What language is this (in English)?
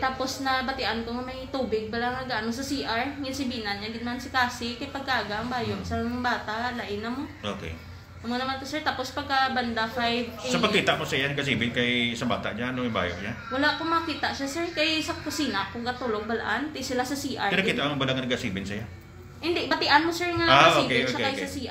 Hiligaynon